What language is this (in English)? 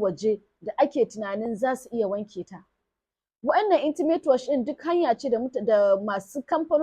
Hausa